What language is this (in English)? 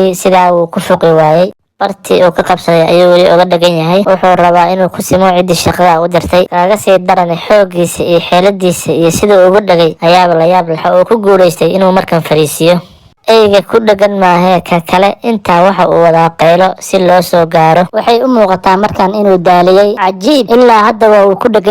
Somali